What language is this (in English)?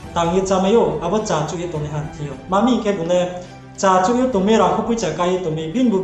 Riang (India)